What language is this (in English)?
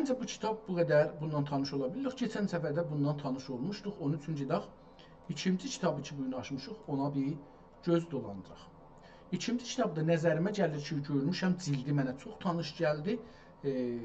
South Azerbaijani